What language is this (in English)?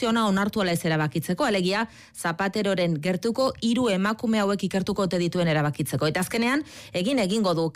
Basque